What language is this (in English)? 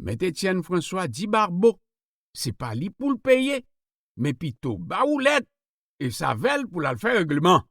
Haitian Creole